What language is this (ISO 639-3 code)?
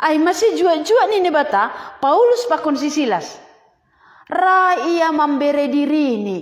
bts